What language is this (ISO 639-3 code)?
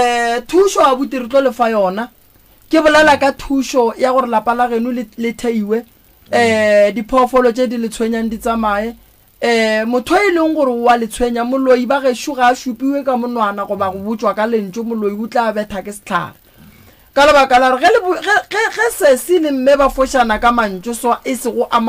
nso